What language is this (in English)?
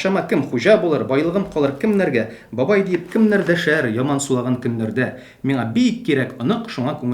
Tatar